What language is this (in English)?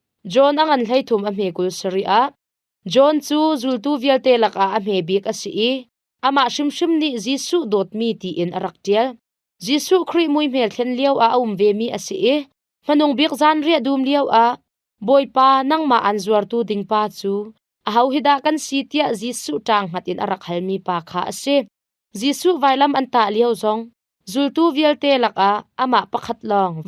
Hakha Chin